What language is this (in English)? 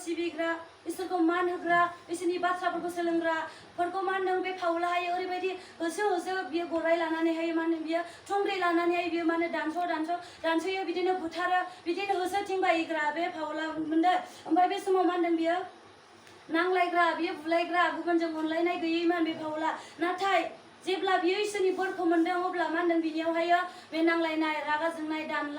Bodo